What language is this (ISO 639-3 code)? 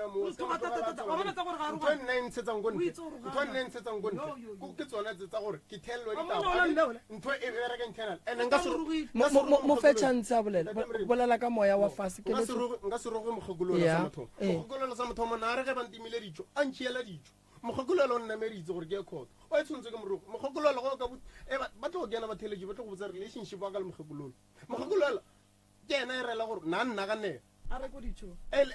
nso